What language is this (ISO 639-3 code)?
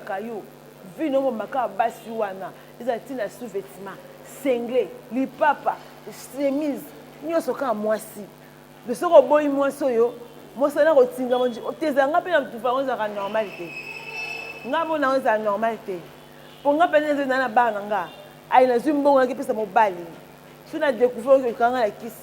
lin